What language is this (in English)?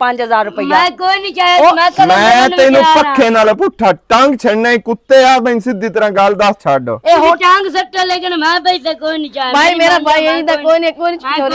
Western Panjabi